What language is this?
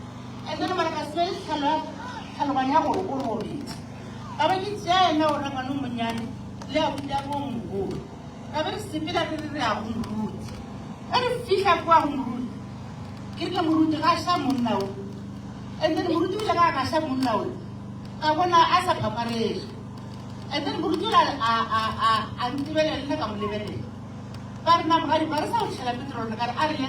Northern Sotho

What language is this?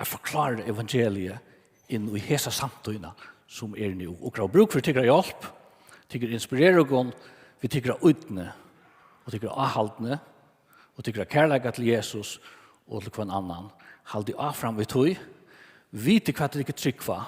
Faroese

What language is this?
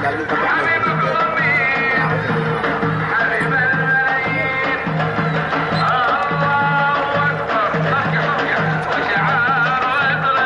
Filipino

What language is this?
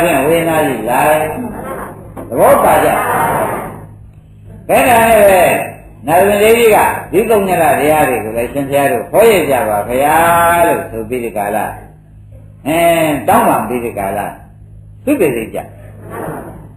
Burmese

